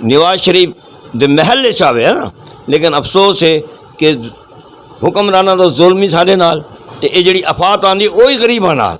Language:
Western Panjabi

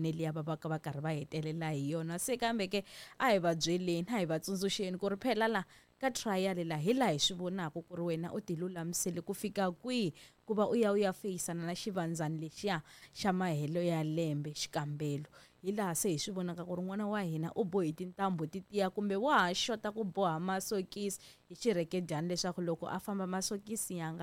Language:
Tsonga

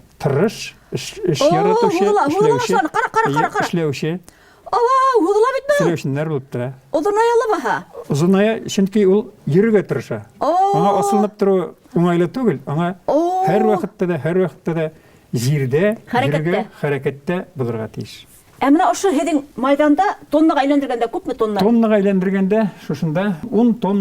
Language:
Bashkir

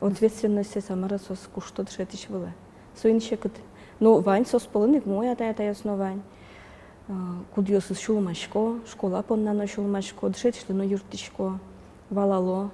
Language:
Udmurt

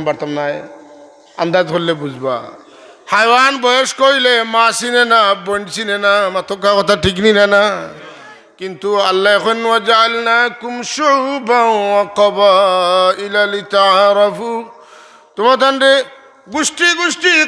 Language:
Sylheti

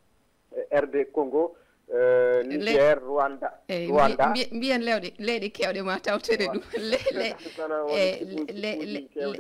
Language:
Fula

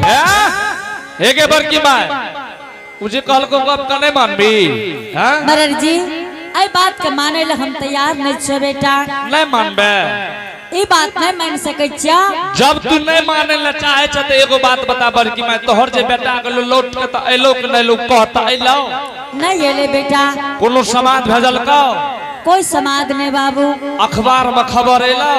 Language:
Angika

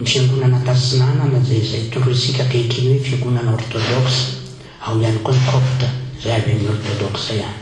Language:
Malagasy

